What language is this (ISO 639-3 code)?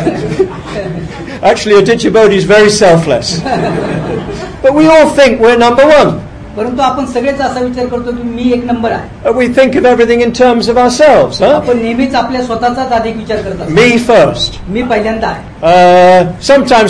mar